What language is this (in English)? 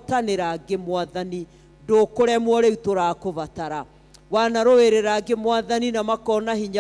Kikuyu